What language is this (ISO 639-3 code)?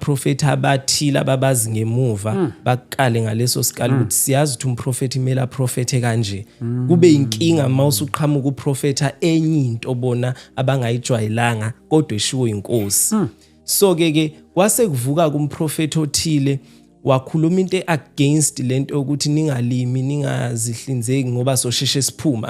zul